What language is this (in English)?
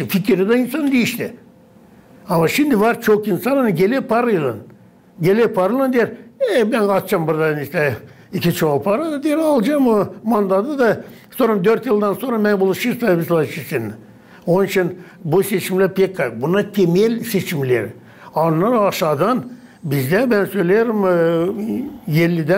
Gagauz